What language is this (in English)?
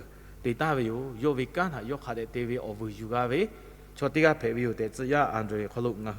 Lahu